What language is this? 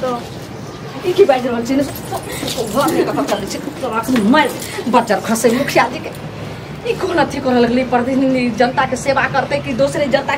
Maithili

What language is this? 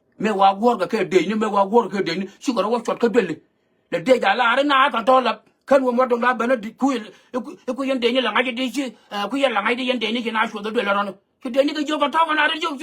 Nuer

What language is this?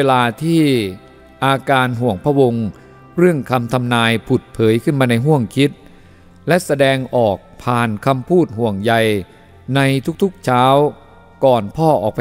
Thai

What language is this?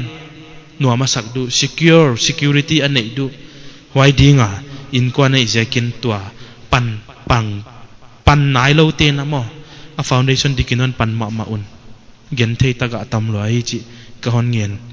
Paite Chin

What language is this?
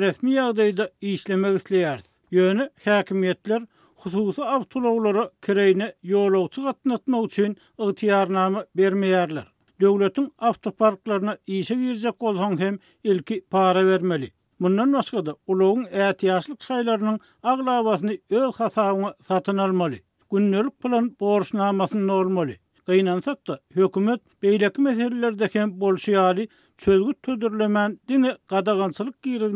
Turkmen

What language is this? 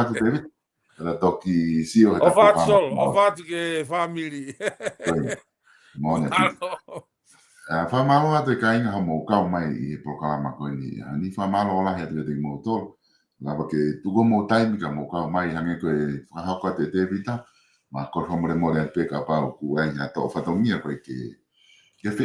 Tongan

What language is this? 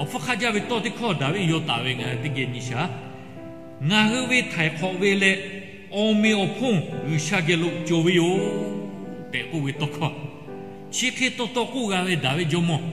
Lahu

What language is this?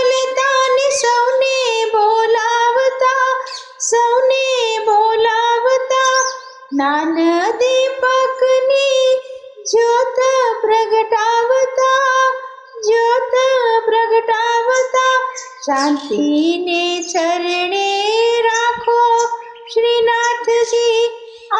Gujarati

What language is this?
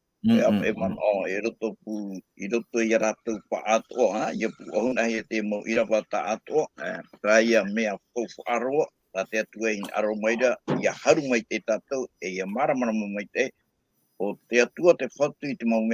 Tahitian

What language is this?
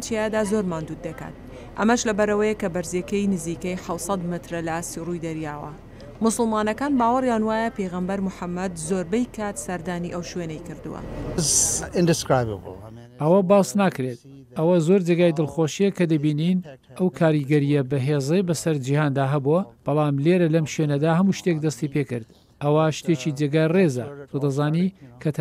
Central Kurdish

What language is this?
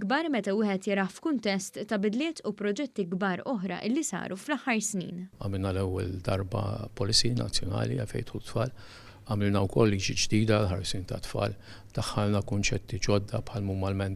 Maltese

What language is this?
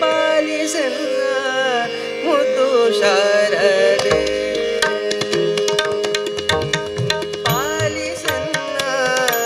Kannada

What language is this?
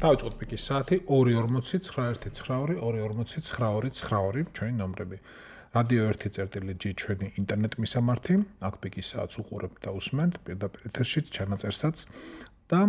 Georgian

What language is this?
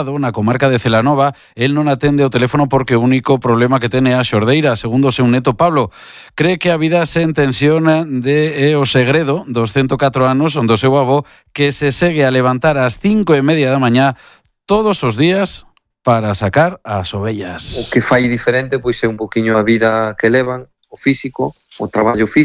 Galician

